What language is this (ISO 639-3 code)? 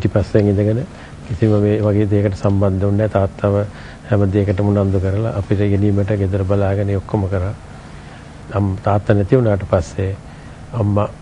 sin